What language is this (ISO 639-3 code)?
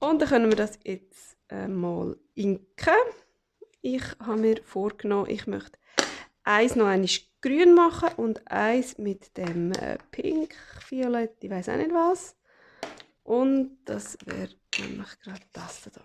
gsw